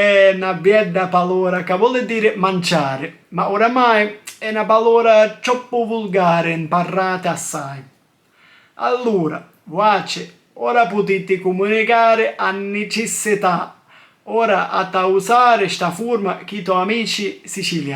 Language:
Sicilian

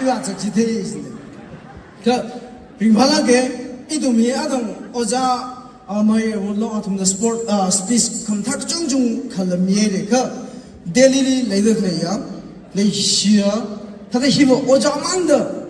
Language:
Tangkhul Naga (India)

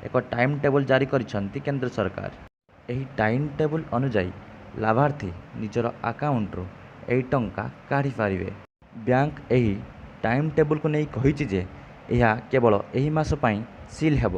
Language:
Odia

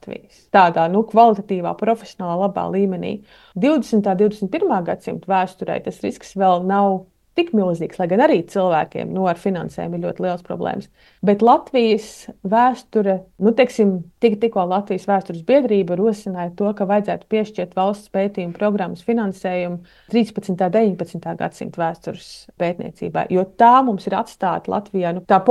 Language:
Latvian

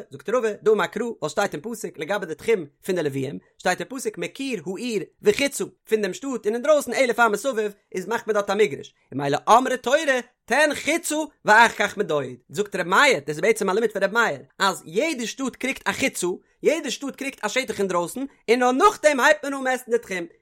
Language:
Yiddish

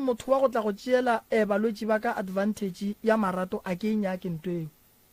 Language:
Northern Sotho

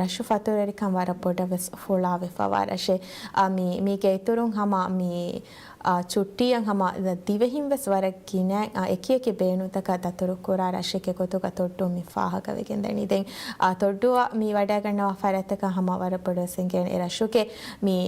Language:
Divehi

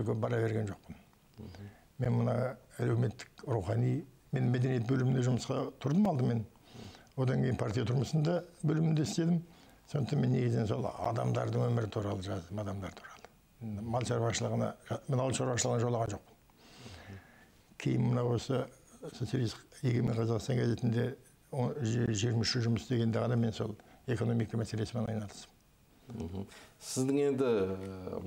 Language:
Kazakh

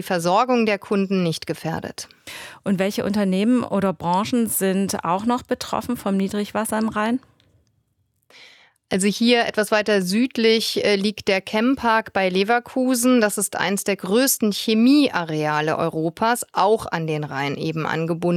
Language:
German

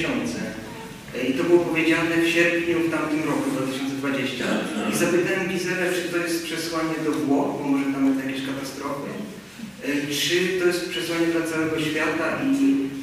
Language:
Polish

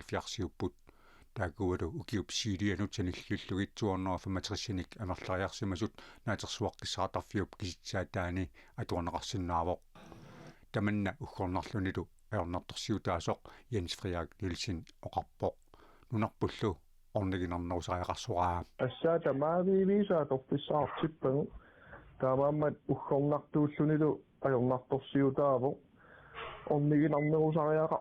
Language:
Kalaallisut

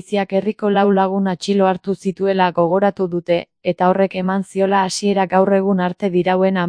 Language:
Basque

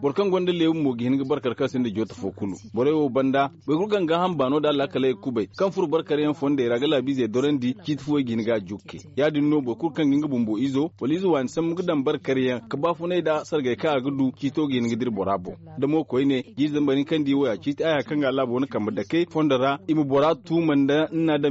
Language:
Zarma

